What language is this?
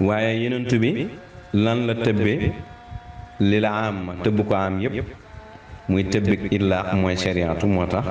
Wolof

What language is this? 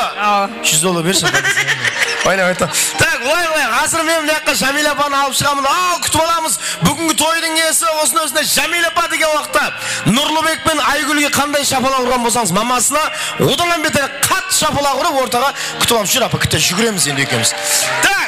Kara-Kalpak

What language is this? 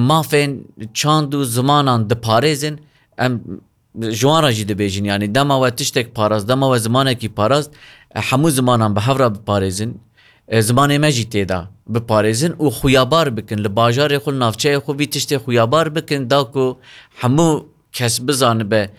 Kurdish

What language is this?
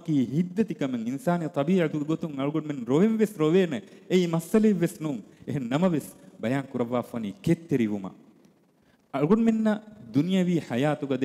Divehi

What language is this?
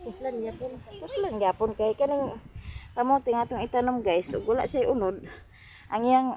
Cebuano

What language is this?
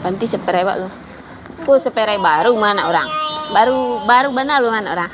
Minangkabau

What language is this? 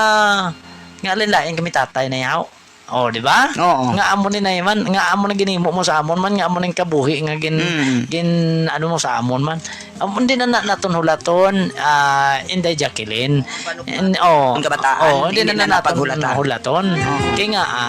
Hiligaynon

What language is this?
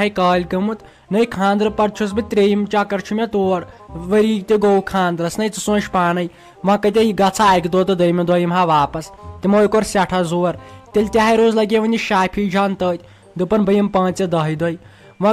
Kashmiri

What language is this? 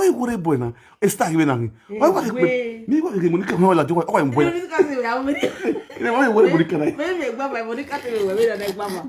Nigerian Pidgin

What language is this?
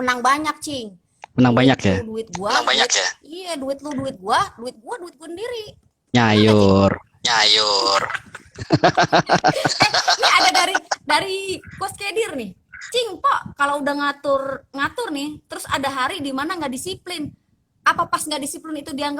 Betawi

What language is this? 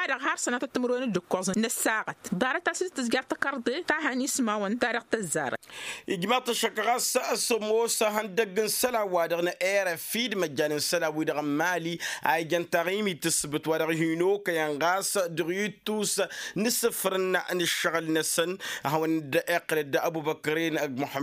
Tamasheq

